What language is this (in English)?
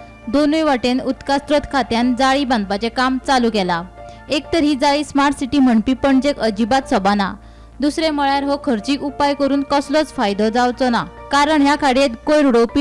Konkani